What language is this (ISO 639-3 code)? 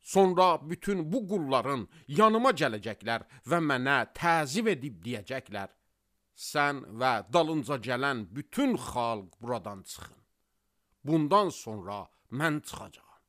aze